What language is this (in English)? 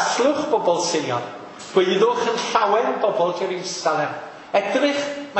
Welsh